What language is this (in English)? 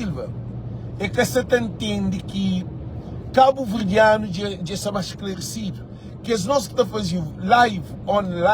Kabuverdianu